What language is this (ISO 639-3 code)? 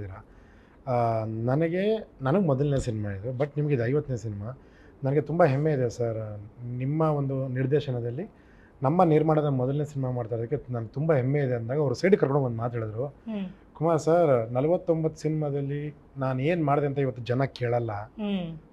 kan